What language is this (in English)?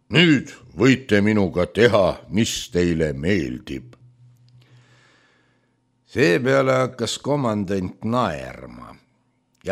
Estonian